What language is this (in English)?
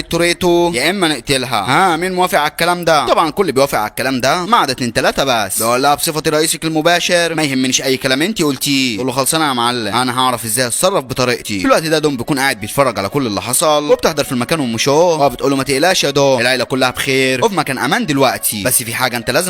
Egyptian Arabic